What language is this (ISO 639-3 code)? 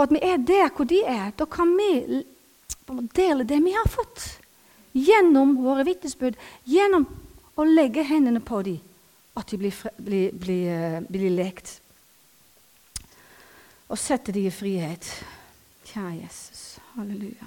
nor